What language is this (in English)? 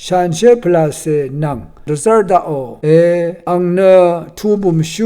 Rawang